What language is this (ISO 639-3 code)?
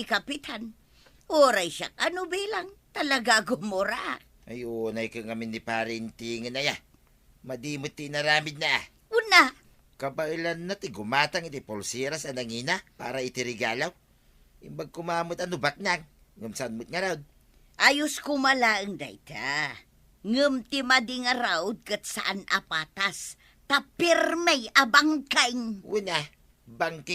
ilo